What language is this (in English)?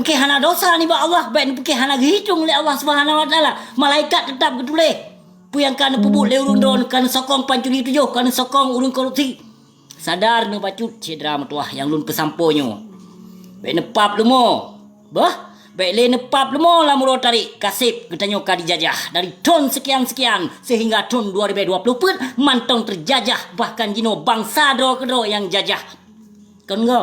Achinese